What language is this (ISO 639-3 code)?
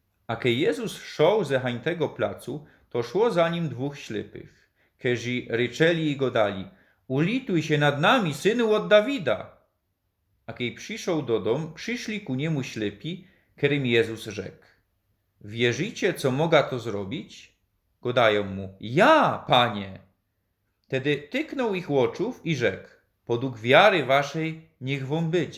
szl